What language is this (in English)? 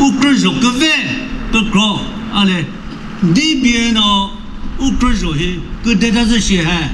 Chokri Naga